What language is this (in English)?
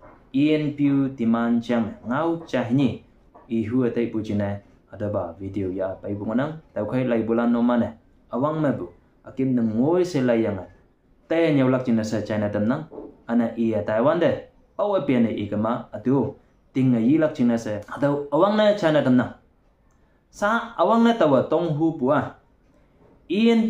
Konyak Naga